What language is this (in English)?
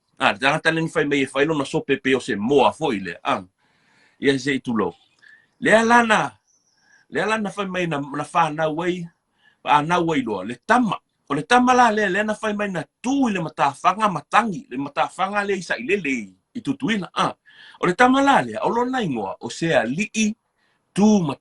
Samoan